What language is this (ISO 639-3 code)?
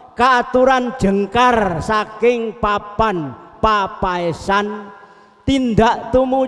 jav